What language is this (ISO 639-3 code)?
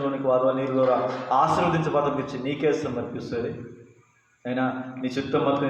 kff